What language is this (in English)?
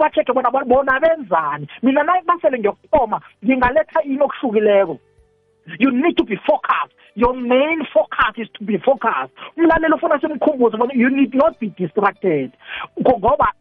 South Ndebele